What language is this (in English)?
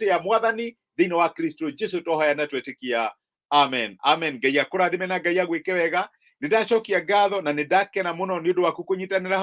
Kikuyu